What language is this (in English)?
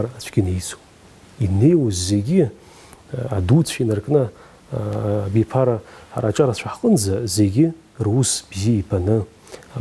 Abkhazian